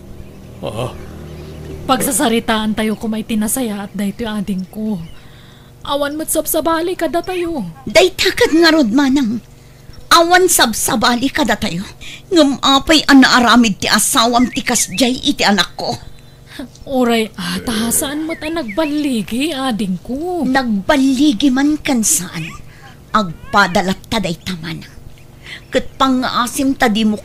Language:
Iloko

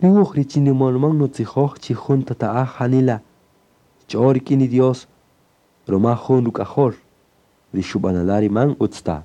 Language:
Kaqchikel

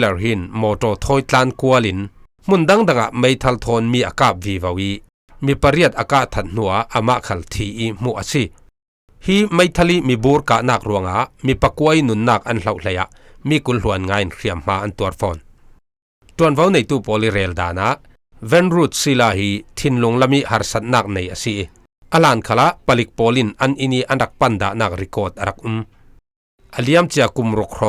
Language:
Falam Chin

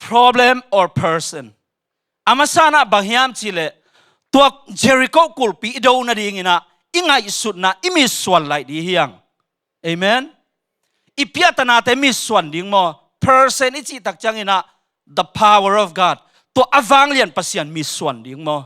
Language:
Tedim Chin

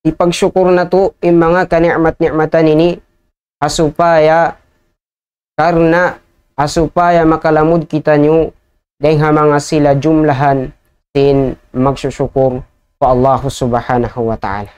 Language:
Tausug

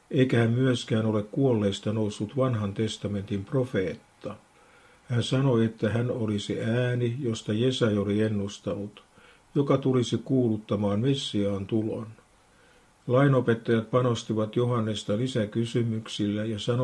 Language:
Finnish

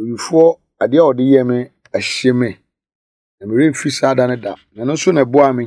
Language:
Akan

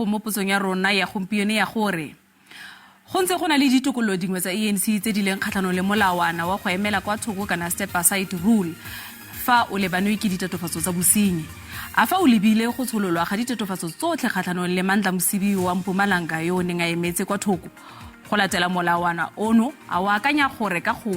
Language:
Tswana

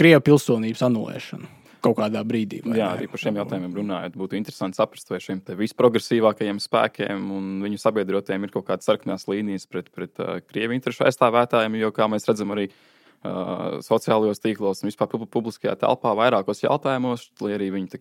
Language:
Latvian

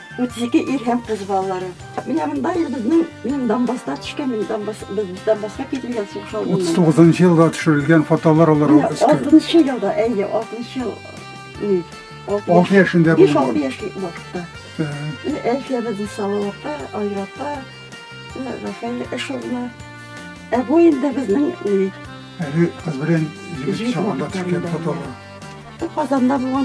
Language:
Tatar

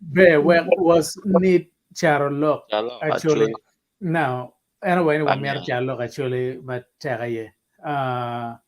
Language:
Acoli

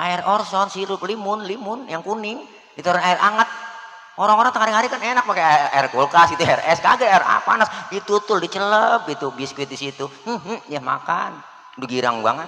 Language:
Betawi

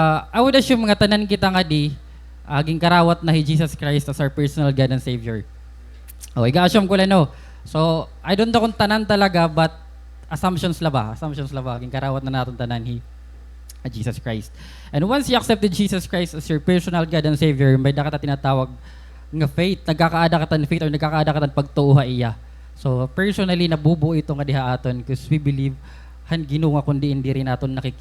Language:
Waray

